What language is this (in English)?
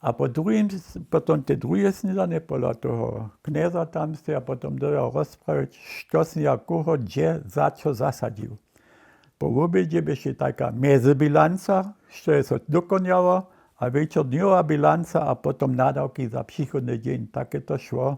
Upper Sorbian